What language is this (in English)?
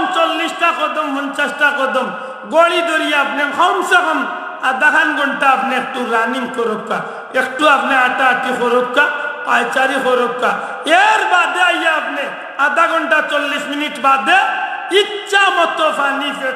Sylheti